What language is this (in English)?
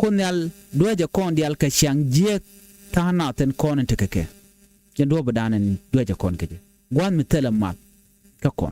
Nuer